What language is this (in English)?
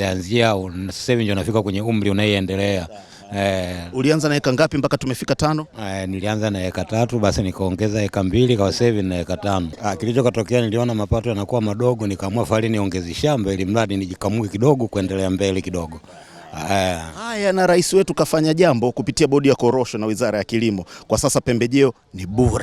Swahili